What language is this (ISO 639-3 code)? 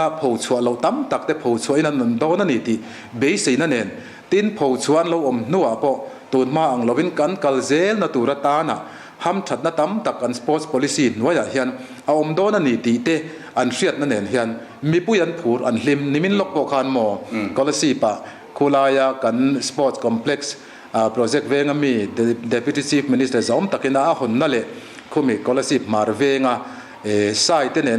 lus